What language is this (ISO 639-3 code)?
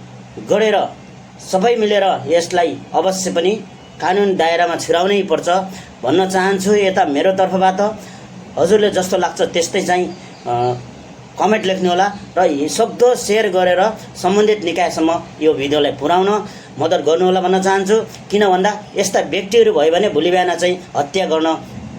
nep